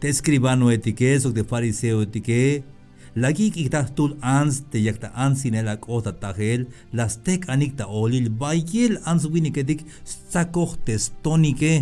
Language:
Tzeltal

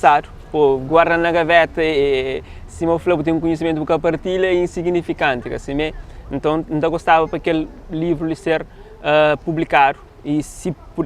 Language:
Kabuverdianu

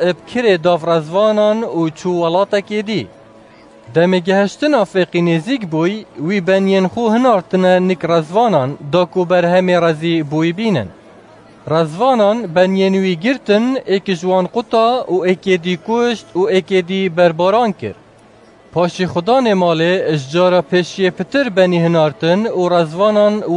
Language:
Kurdish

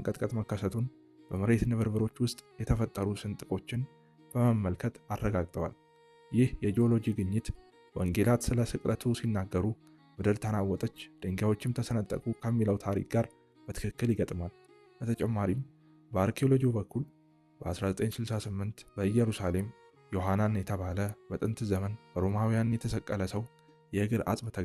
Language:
Amharic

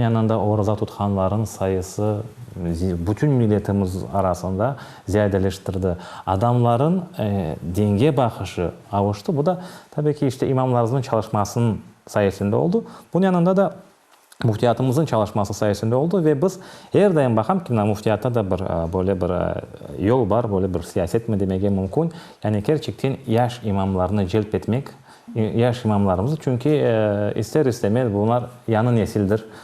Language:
Crimean Tatar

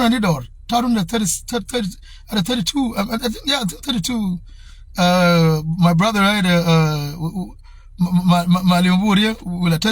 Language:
Nuer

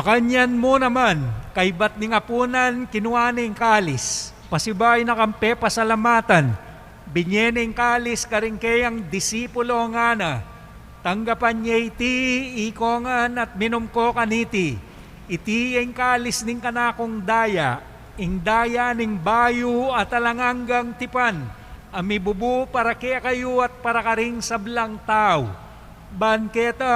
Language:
Pampanga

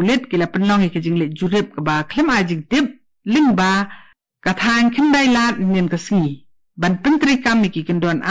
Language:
Khasi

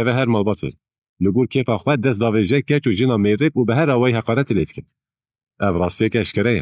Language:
Kurdish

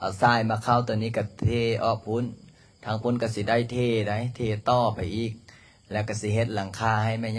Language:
Lao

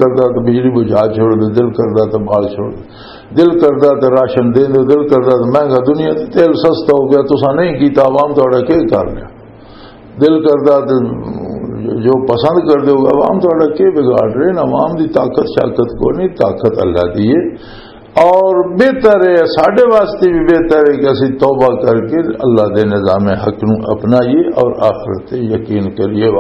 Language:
Western Panjabi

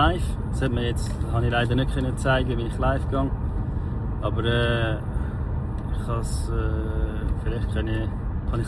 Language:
Swiss German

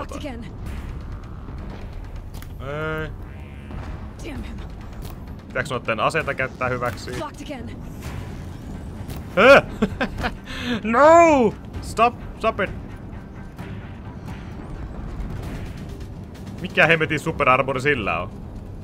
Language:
Finnish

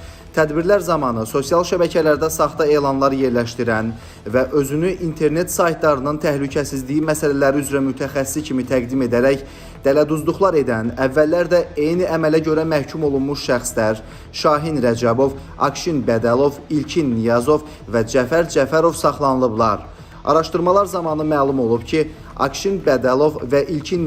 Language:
Azerbaijani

